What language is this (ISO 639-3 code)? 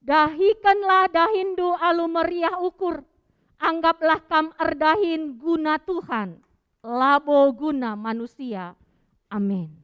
btx